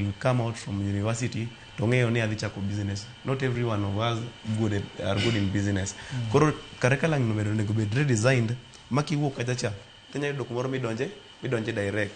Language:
Luo (Kenya and Tanzania)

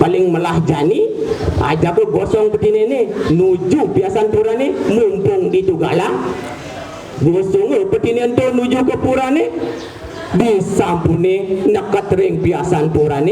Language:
Balinese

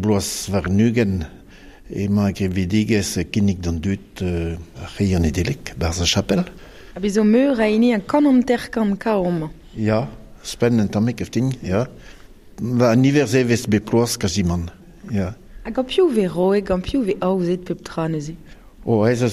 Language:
Breton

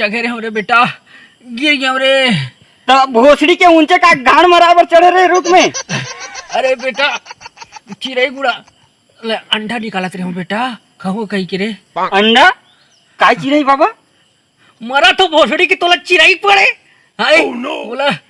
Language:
Chhattisgarhi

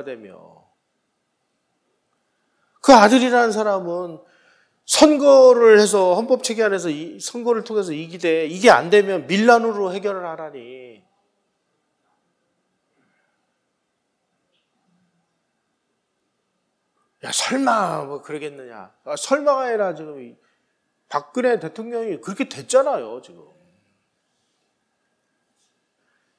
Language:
Korean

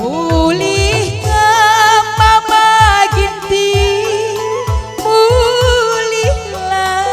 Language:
Batak Karo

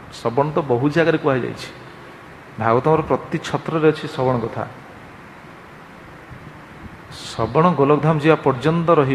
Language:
Odia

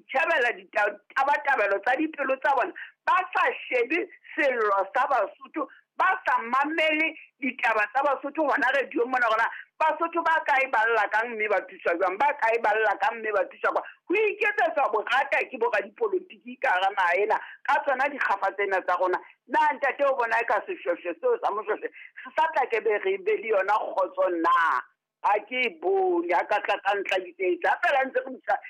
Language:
Southern Sotho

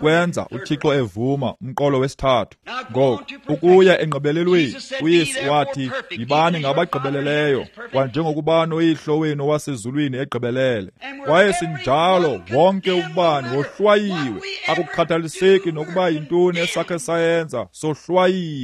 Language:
Xhosa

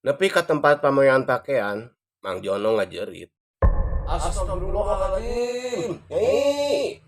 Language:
Sundanese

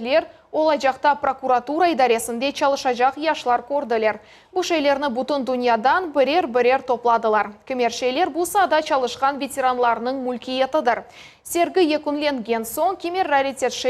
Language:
Crimean Tatar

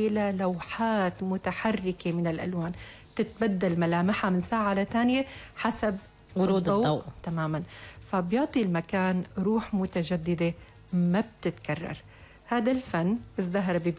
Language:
North Levantine Arabic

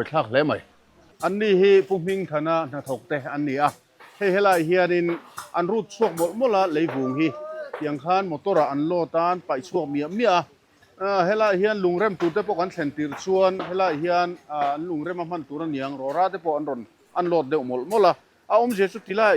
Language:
Mizo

